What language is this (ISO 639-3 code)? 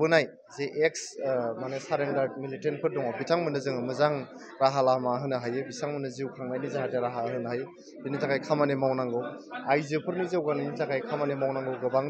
brx